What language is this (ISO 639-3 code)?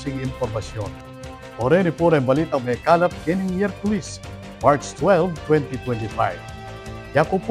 pam